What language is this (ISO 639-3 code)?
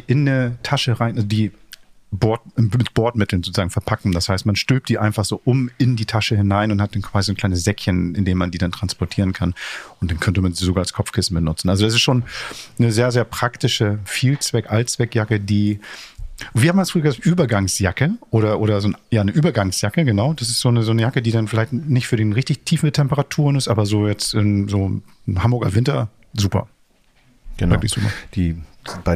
deu